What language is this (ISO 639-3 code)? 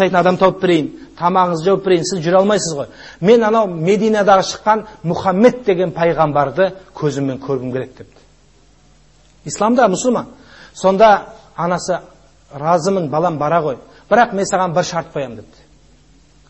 kaz